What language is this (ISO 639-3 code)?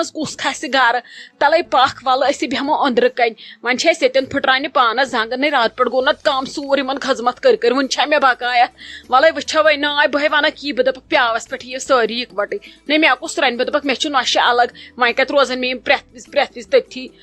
kas